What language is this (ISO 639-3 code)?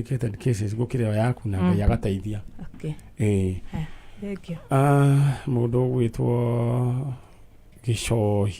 kik